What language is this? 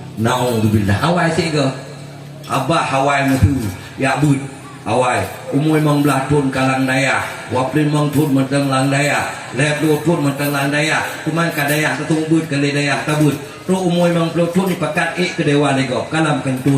Achinese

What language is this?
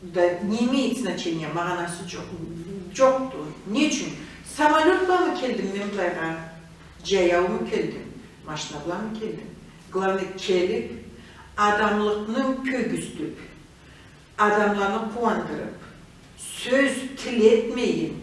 Karachay-Balkar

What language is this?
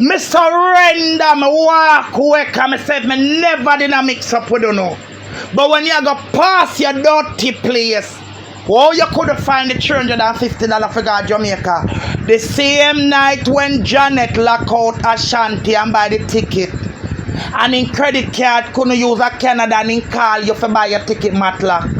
Jamaican Creole English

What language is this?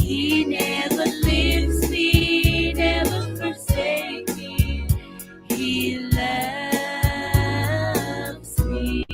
Gilbertese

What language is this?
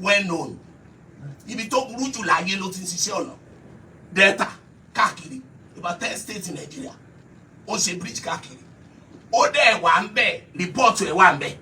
Yoruba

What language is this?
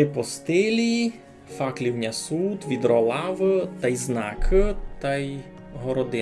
Rusyn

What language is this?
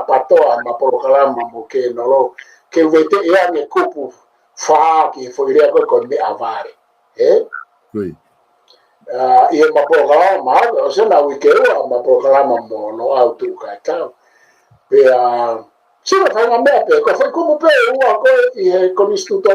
Tongan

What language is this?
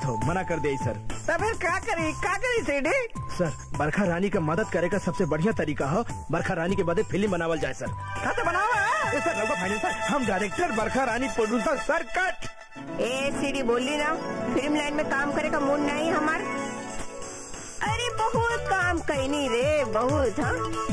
Bhojpuri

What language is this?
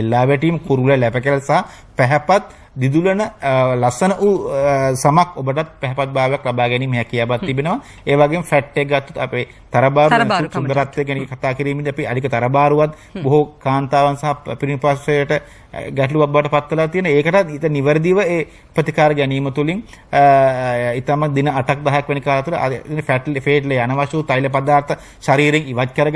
Sinhala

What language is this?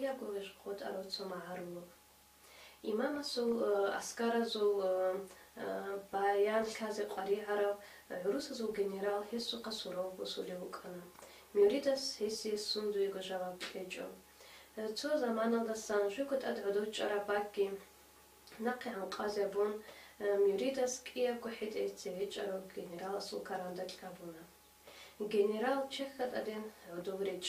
Avaric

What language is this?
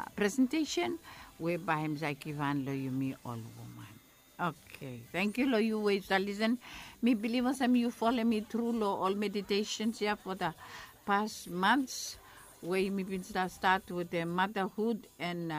Bislama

